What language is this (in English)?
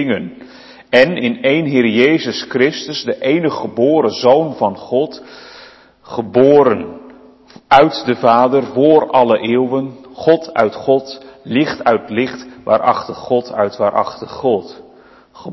Dutch